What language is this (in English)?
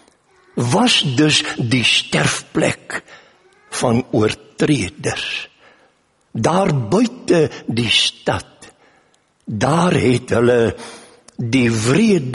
Afrikaans